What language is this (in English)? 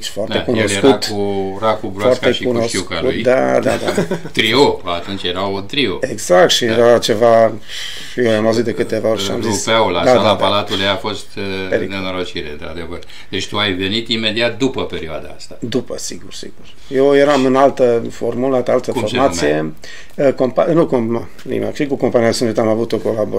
Romanian